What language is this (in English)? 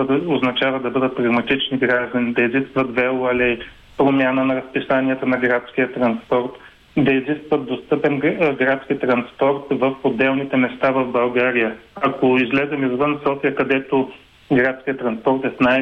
Bulgarian